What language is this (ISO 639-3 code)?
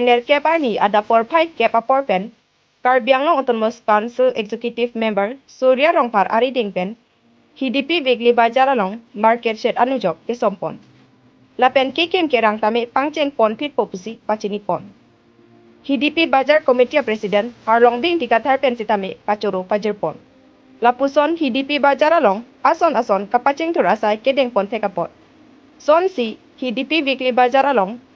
mjw